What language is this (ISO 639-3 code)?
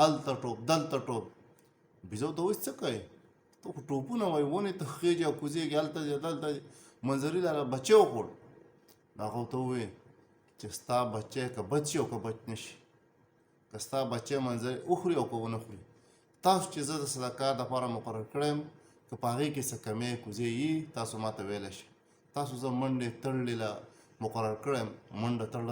pus